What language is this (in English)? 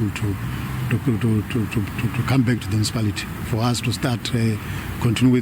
Southern Sotho